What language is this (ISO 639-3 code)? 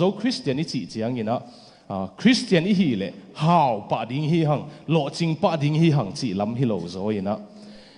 ctd